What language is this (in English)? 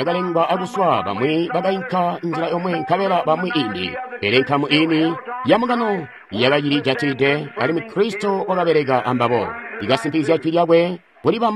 Tonga (Zambia)